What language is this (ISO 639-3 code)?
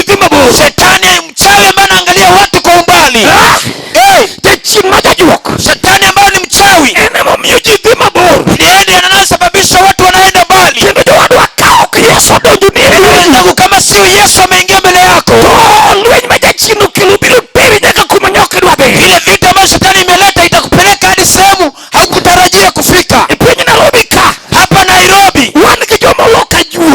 luo